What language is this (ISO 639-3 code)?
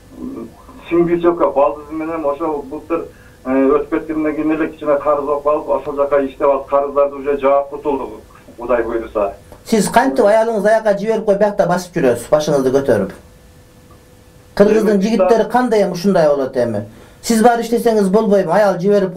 kir